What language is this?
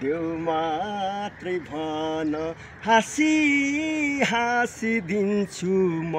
Nepali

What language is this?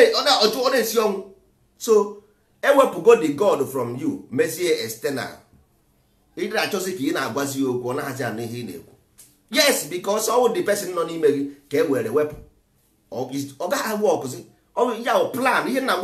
Igbo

